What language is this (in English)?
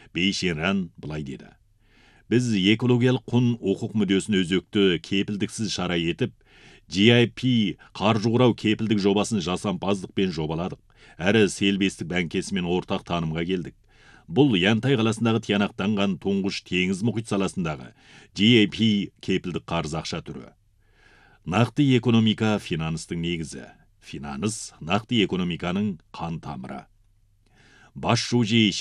Kazakh